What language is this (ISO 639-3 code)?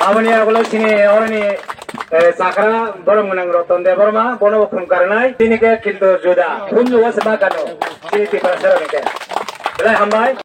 trp